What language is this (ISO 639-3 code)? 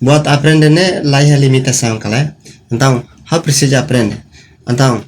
tet